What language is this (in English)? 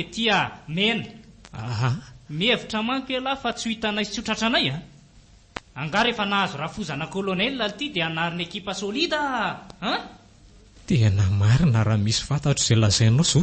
Malagasy